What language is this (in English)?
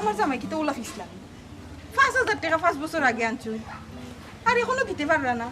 Sylheti